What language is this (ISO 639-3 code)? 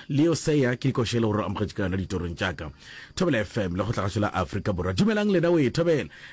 nso